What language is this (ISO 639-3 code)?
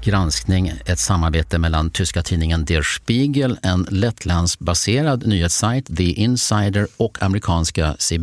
swe